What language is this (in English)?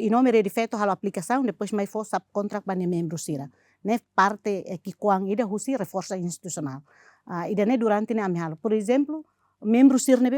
Tetum